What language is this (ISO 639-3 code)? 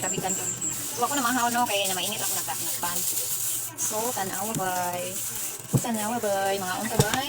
ceb